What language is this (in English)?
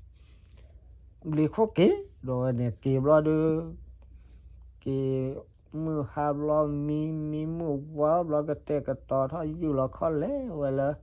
S'gaw Karen